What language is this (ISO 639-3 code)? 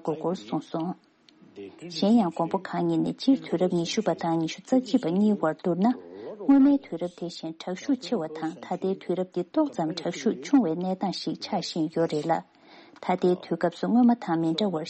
bod